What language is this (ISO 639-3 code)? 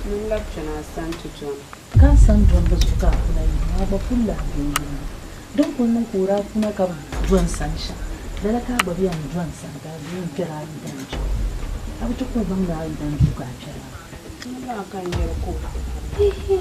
dag